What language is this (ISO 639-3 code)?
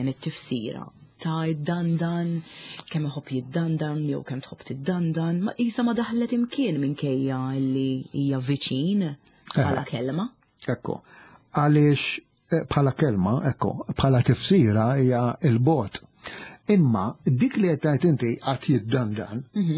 mlt